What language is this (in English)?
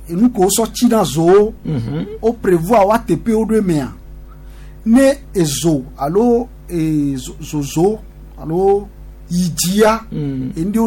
Gen